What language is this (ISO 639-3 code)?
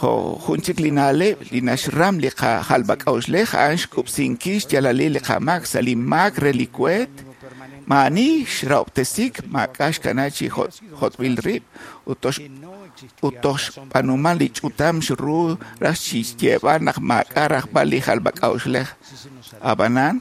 kek